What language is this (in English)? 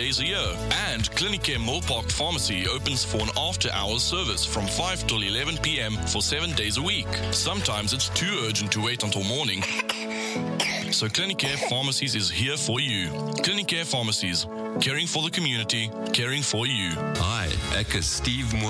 Afrikaans